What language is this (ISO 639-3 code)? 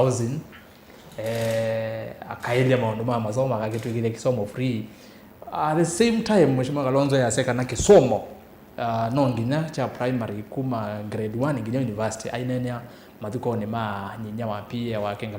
kam